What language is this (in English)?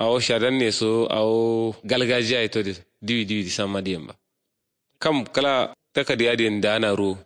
Kanuri